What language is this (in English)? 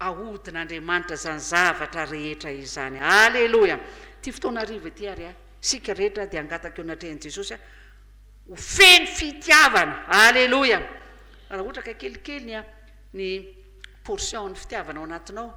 Malagasy